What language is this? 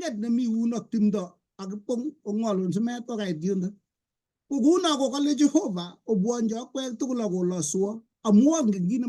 Kalenjin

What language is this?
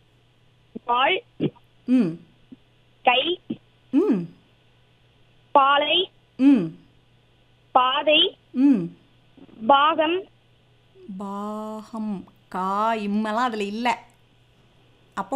Tamil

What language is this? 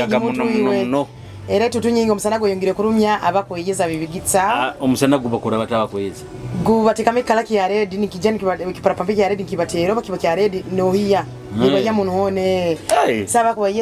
Nyoro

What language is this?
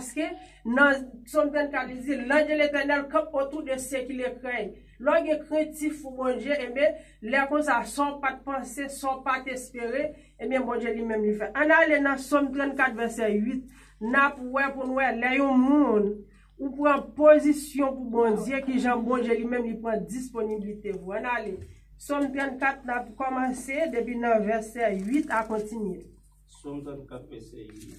Haitian Creole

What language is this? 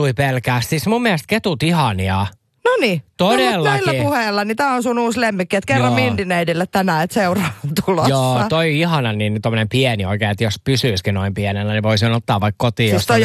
Finnish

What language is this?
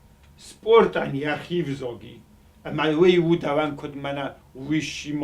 Ossetic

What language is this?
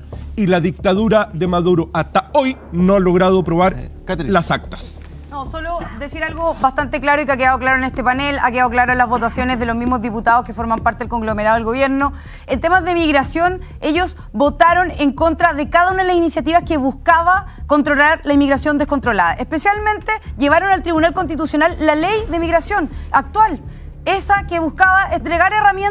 Spanish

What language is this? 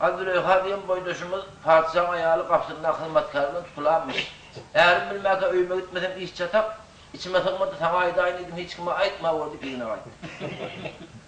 Turkmen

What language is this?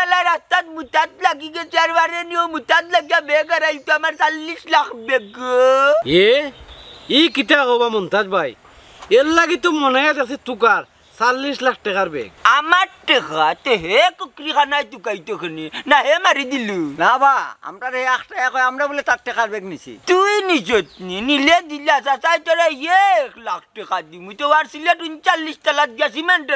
Sylheti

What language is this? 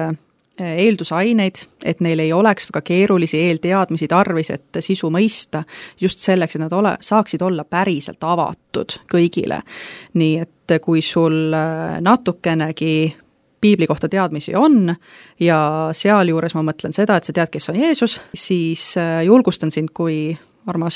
Estonian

